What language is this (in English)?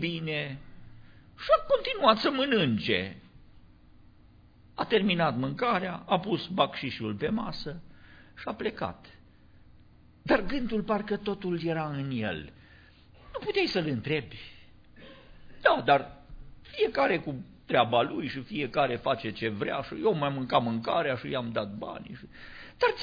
Romanian